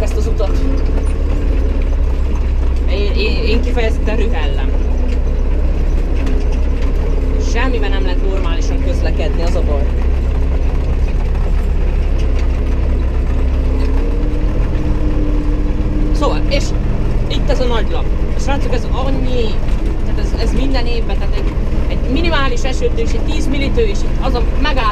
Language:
Hungarian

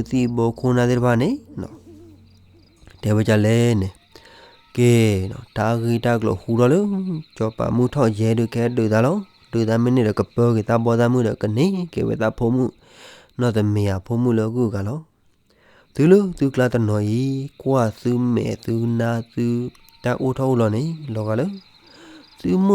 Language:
S'gaw Karen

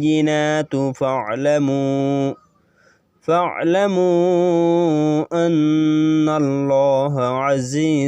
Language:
Rohingya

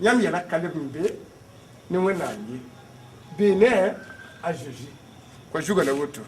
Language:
Mossi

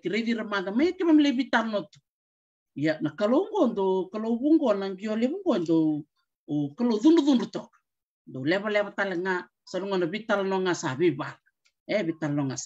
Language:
Fijian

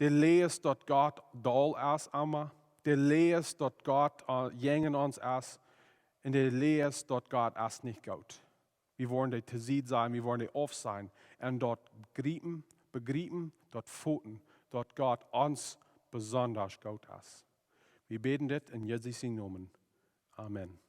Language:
Plautdietsch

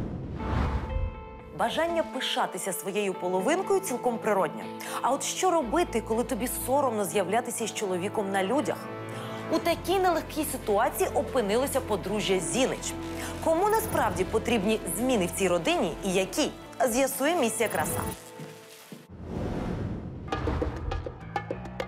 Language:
Ukrainian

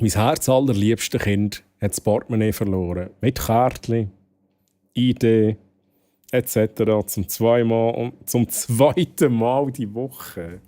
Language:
Swiss German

